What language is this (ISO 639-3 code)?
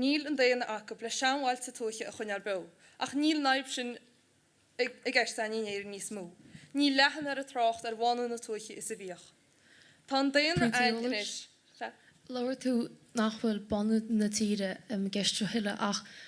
gle